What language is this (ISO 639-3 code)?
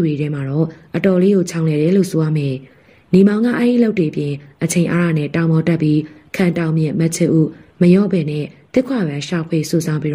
mya